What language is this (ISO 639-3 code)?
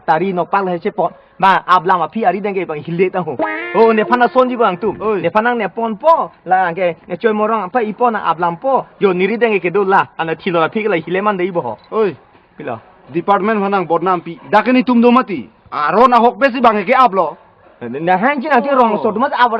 mjw